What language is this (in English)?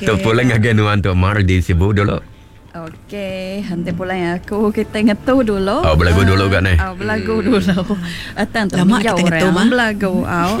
Iban